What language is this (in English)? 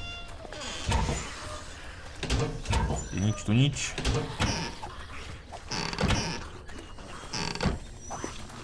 Slovak